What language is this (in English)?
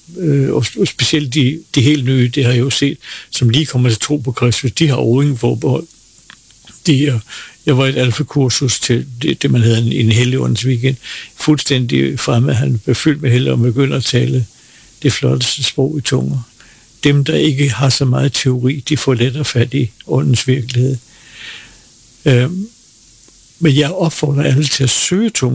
Danish